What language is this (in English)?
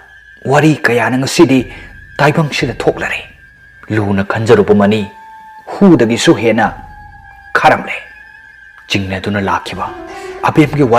Manipuri